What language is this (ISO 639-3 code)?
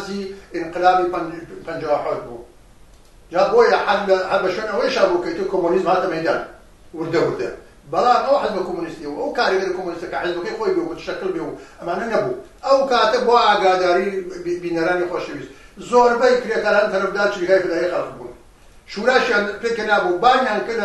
ckb